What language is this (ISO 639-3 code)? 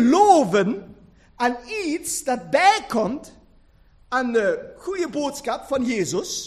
nld